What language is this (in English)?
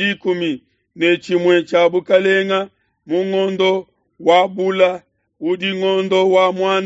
Luba-Lulua